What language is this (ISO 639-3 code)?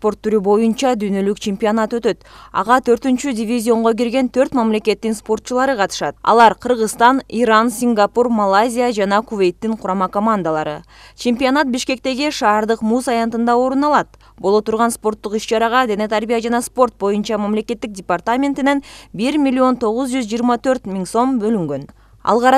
kir